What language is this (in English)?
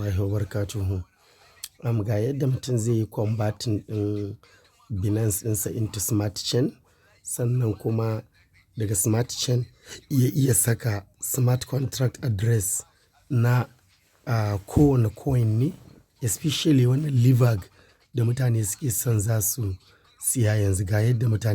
Hausa